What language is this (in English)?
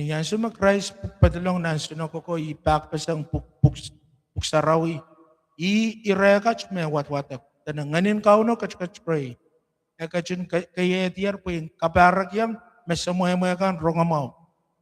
Pohnpeian